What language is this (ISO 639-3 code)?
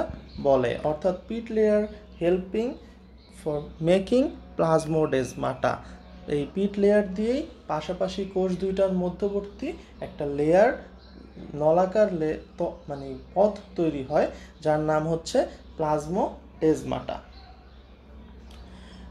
ben